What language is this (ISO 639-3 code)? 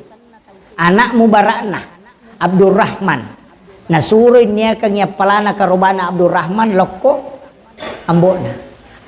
bug